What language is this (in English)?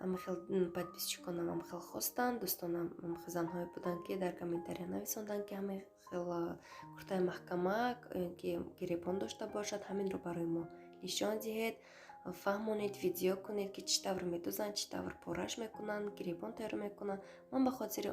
Tajik